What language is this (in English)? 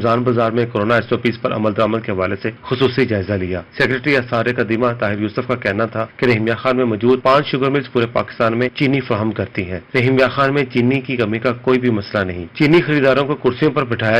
Urdu